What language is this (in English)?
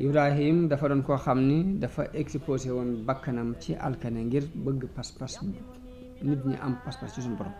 Wolof